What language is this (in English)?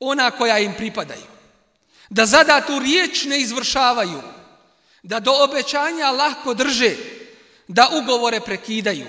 Bosnian